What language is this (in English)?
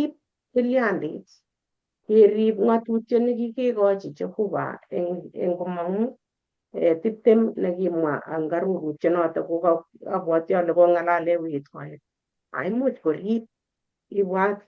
Kalenjin